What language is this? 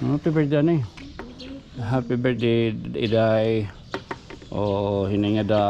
Waray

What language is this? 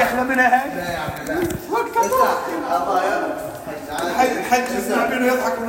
North Levantine Arabic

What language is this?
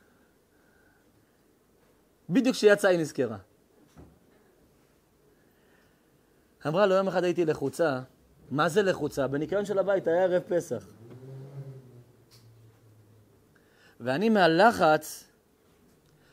Hebrew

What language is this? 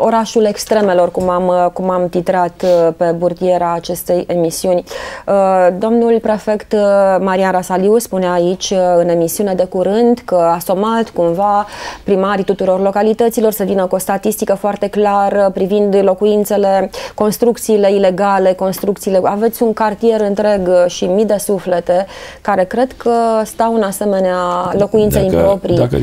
Romanian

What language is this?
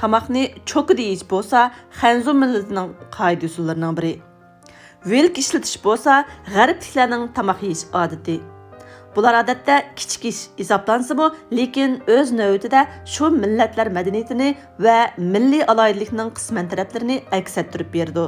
Uyghur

